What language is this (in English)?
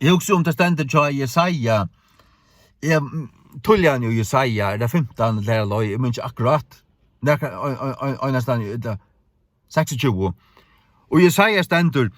Faroese